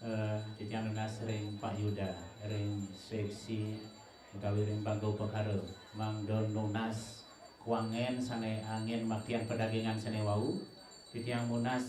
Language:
Balinese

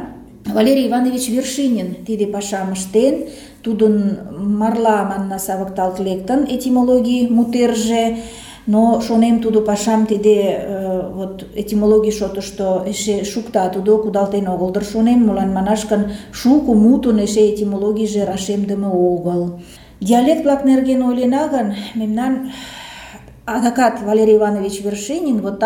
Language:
Mari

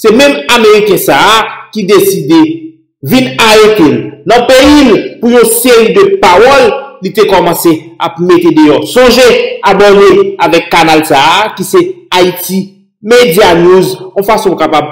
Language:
Haitian Creole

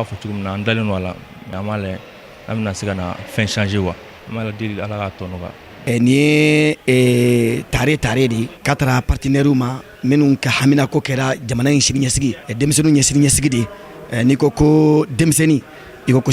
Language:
Bambara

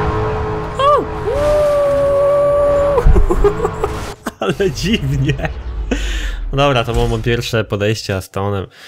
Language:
Polish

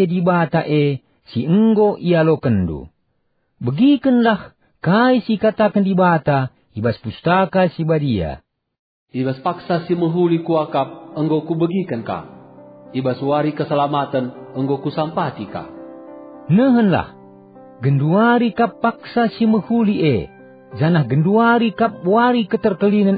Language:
Batak Karo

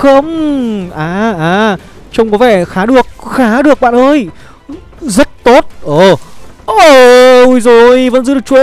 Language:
Vietnamese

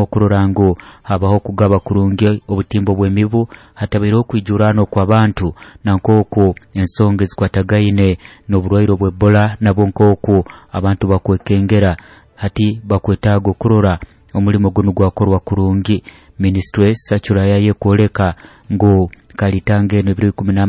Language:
Nyoro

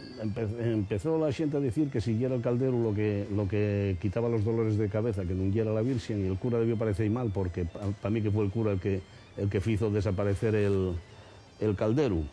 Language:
Asturian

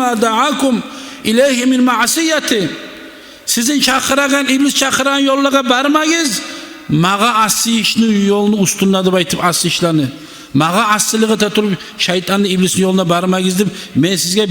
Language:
Kumyk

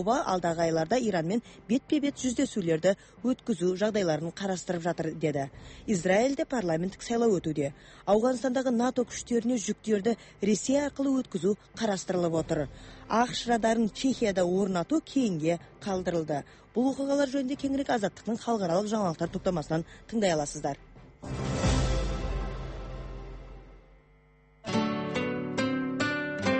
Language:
Kazakh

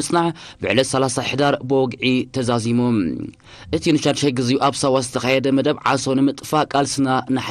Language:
Tigrinya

